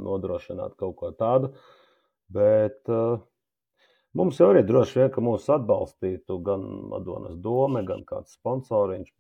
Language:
Latvian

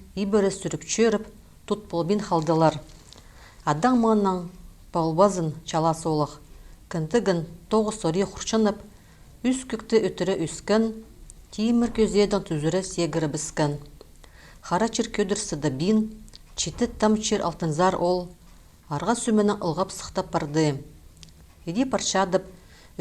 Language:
Khakas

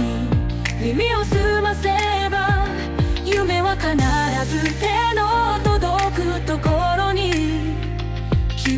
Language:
Japanese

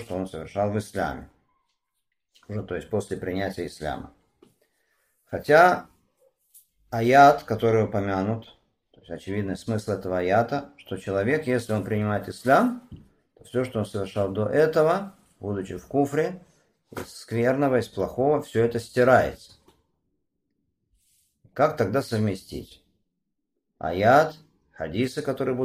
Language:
Russian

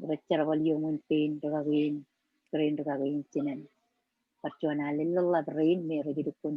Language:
Marshallese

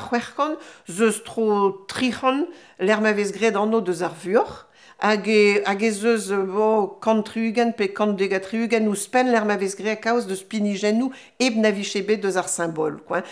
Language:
Breton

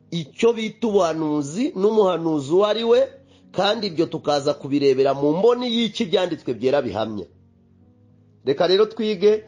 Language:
Kinyarwanda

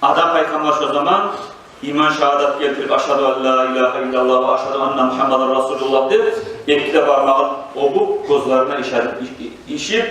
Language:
Kumyk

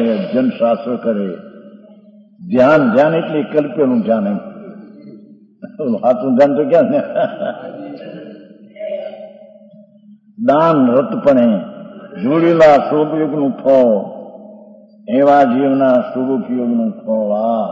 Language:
Gujarati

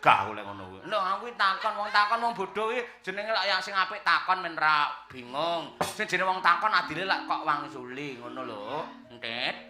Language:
Javanese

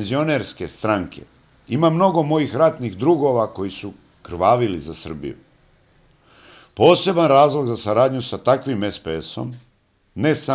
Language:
Serbian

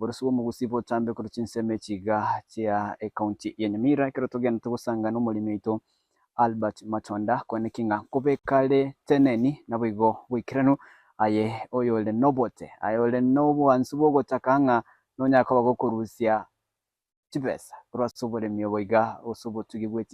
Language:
Gusii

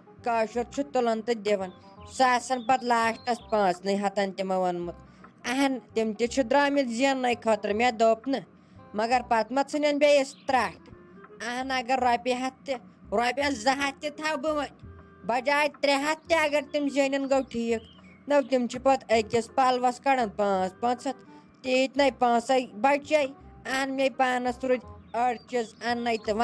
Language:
Kashmiri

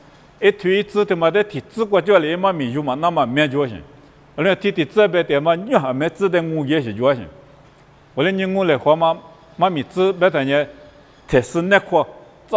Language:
Lisu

